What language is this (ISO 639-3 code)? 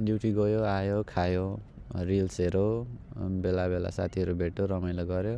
nep